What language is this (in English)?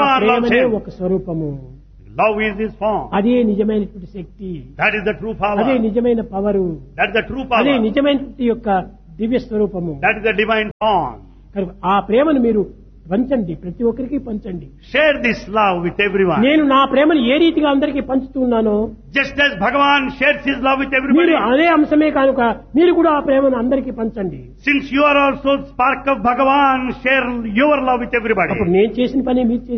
Telugu